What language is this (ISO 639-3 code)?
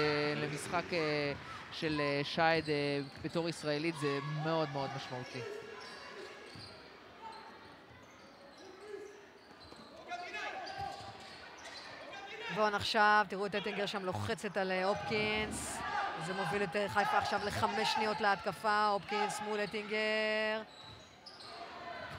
heb